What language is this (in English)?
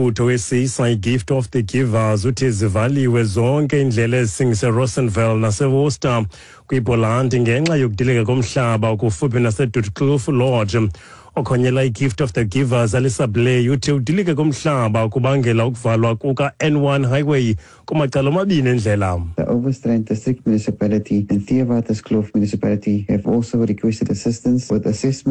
Xhosa